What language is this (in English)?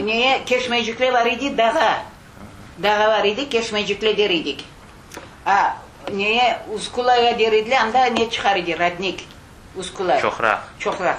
Crimean Tatar